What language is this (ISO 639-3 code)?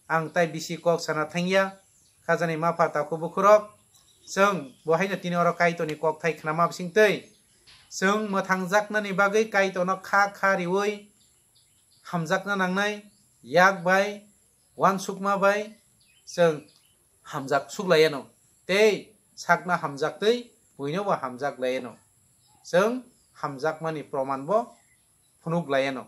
trp